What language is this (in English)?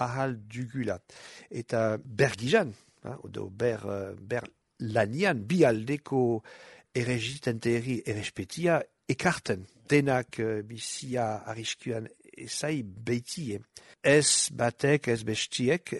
Basque